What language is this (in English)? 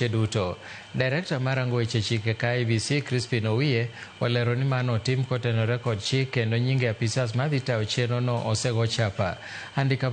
Luo (Kenya and Tanzania)